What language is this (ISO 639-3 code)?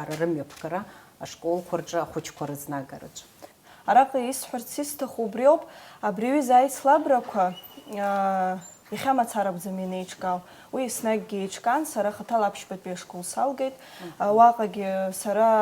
abk